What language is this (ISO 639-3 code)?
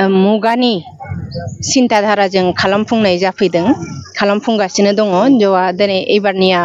brx